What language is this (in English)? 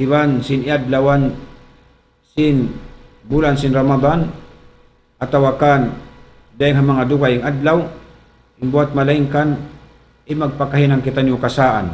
Tausug